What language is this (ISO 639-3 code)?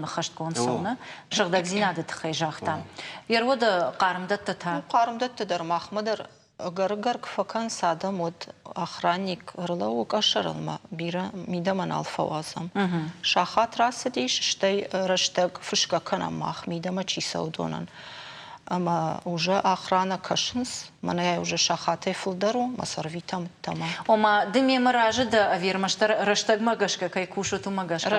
oss